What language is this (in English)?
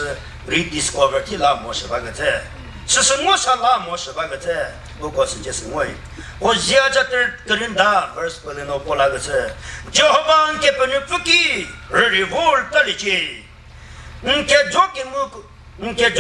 Chokri Naga